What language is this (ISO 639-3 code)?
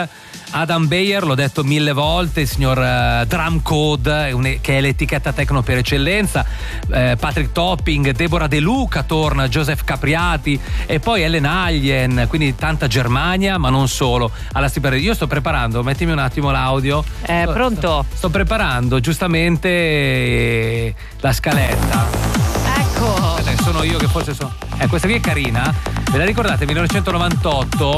ita